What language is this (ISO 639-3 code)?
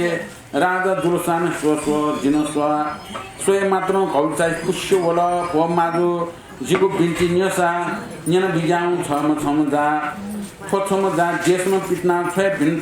new